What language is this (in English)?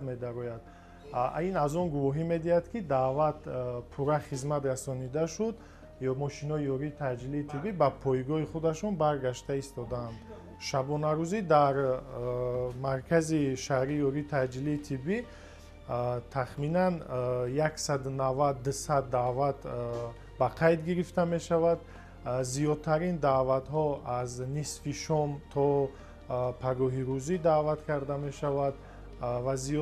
Tajik